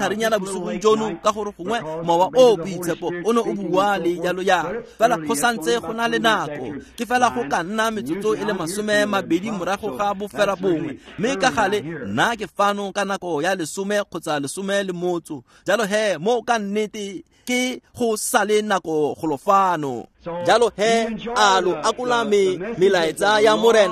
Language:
Tswana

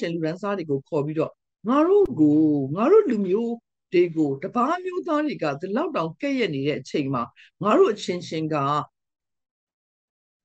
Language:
Burmese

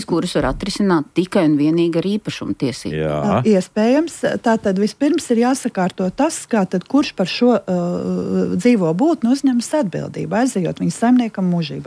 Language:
Latvian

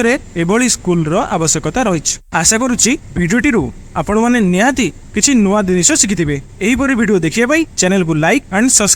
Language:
Odia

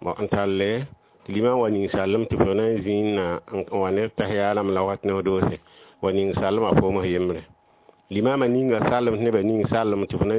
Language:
Mossi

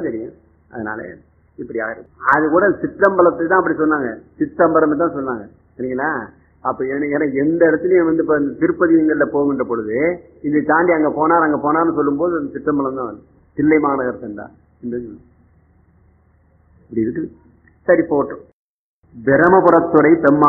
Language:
Tamil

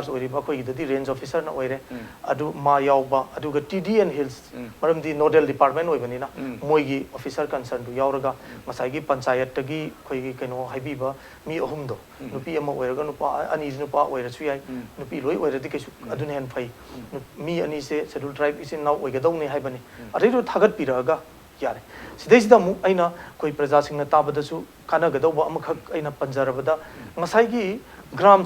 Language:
Manipuri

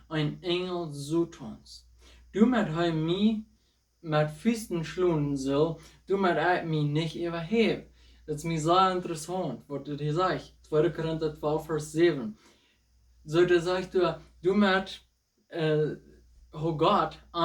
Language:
Plautdietsch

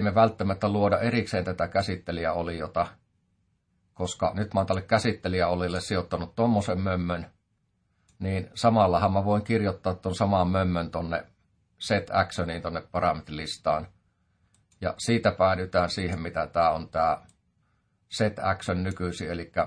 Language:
Finnish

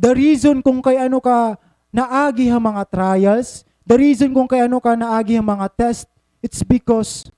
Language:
Waray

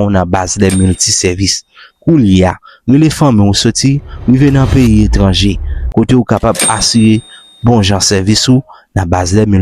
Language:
Haitian Creole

